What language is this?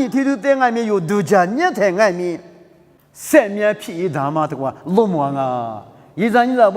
Lisu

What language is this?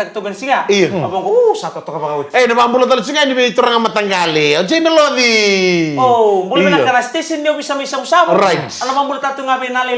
Fijian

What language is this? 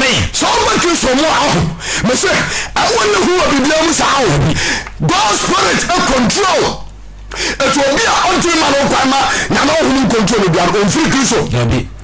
Akan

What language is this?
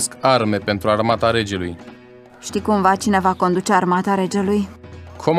Romanian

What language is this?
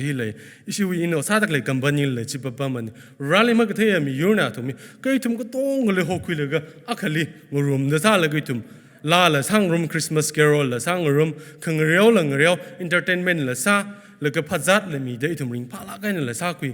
Tangkhul Naga (India)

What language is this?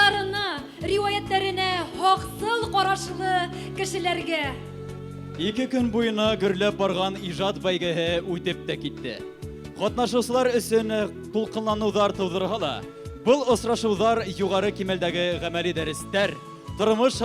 Bashkir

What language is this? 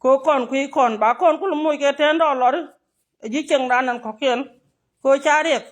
Nuer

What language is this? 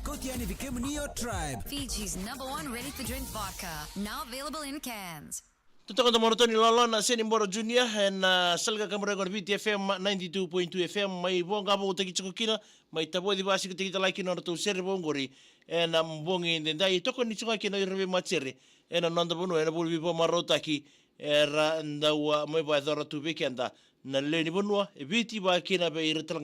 Fijian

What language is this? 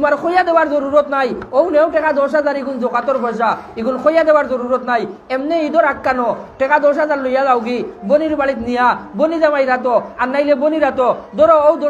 Sylheti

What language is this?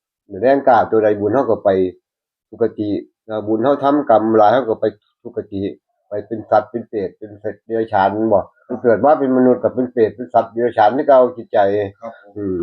Northeastern Thai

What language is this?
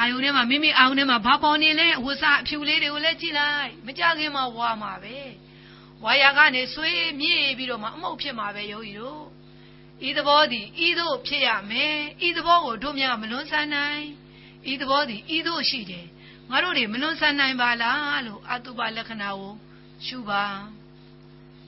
Burmese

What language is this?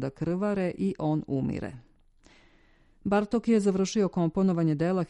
Serbian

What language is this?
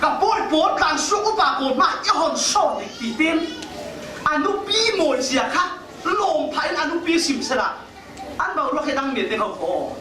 Falam Chin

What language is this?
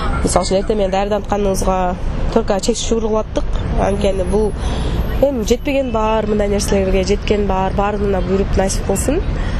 Kyrgyz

